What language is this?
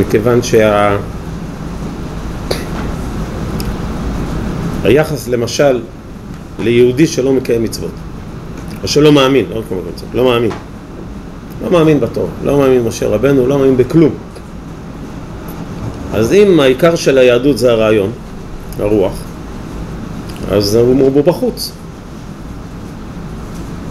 Hebrew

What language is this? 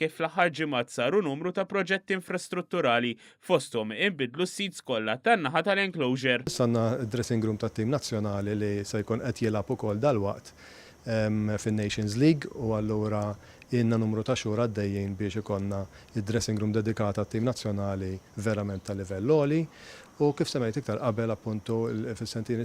Maltese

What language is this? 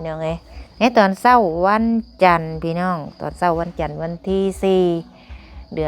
Lao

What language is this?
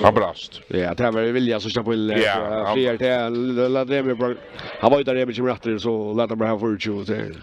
Faroese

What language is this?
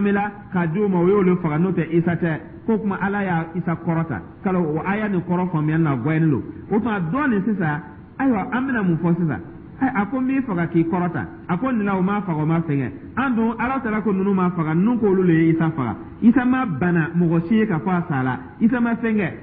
Dyula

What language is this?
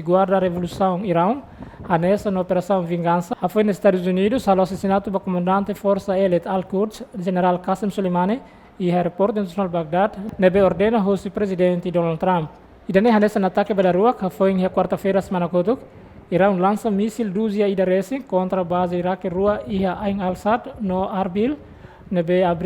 Tetum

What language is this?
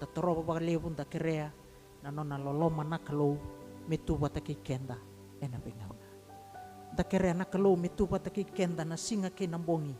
Fijian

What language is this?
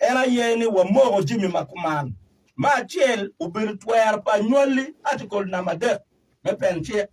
Acoli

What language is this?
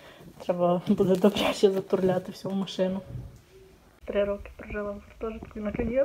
Ukrainian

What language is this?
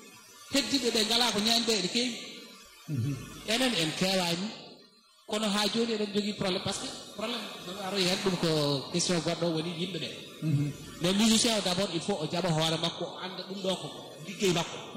Fula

